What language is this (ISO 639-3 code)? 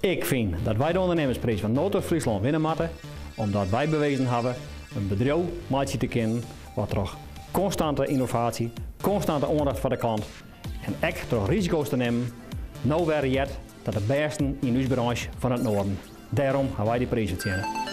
fry